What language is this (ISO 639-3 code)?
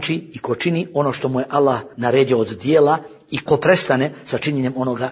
bos